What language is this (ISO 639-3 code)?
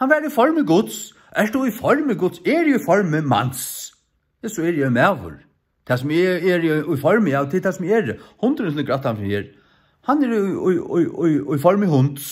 fao